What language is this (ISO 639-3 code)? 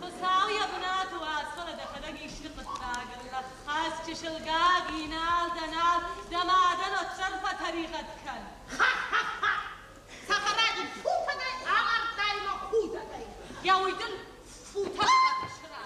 oss